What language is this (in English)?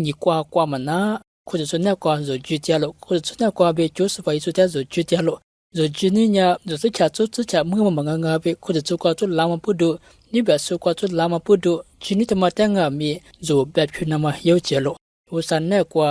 Lisu